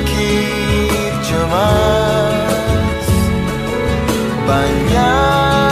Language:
Indonesian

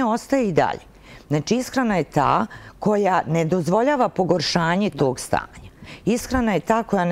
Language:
Bosnian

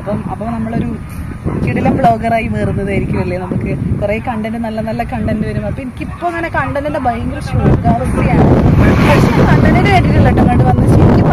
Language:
Malayalam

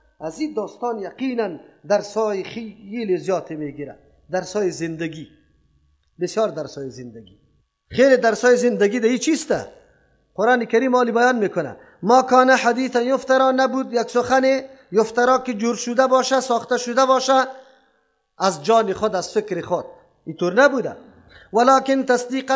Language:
Persian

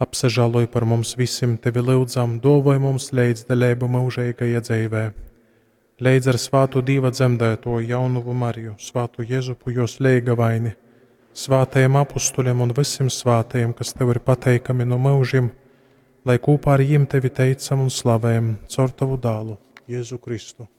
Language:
Latgalian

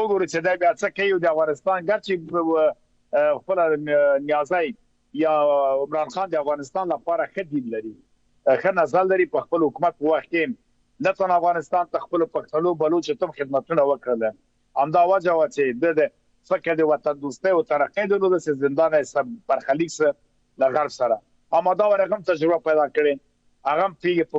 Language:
Pashto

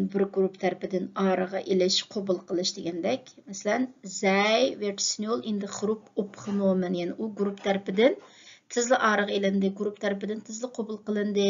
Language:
Uyghur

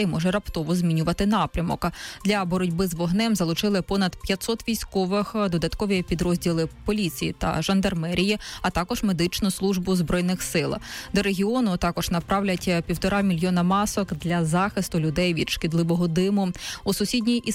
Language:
Ukrainian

